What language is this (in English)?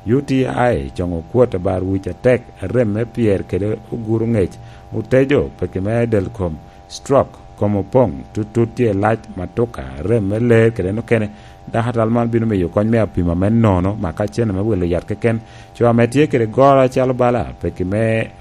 Lango (Uganda)